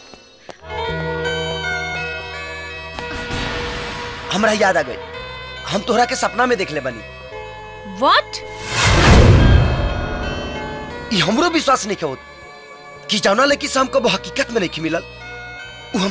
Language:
Bhojpuri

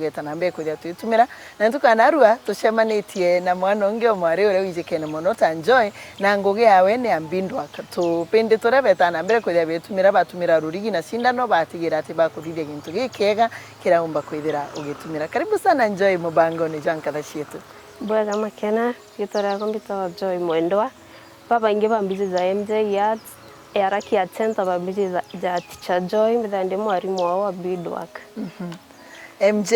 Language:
Meru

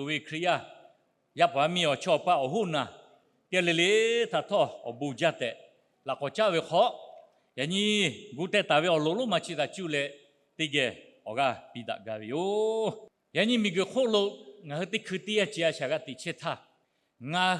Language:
Lahu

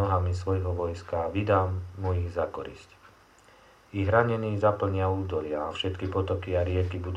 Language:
Slovak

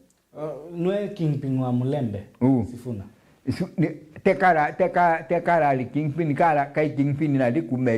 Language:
Meru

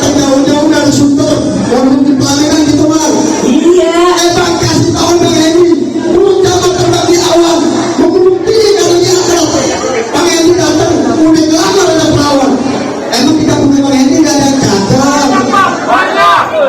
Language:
Betawi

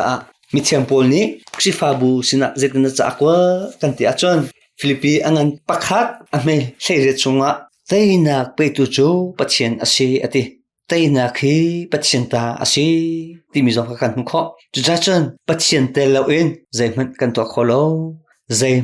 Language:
Hakha Chin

